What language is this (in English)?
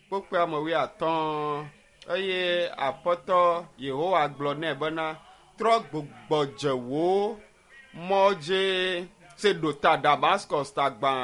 Ewe